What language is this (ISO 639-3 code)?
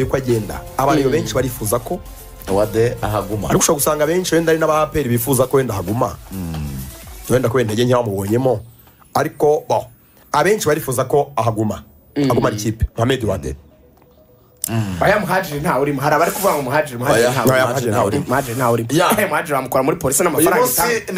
kin